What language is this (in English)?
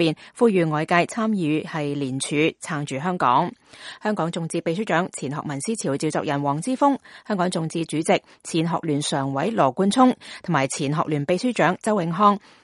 Cantonese